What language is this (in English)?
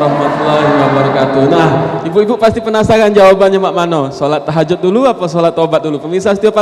Musi